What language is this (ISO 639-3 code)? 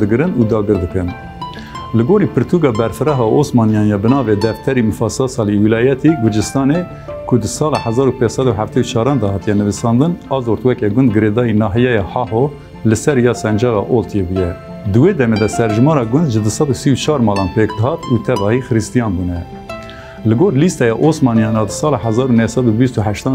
kur